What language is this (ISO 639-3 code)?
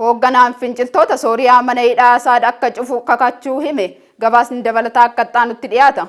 orm